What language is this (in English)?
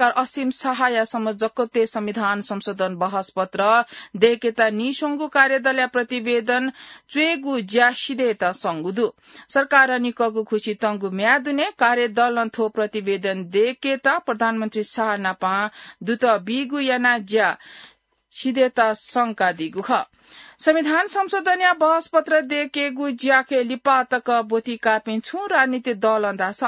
Newari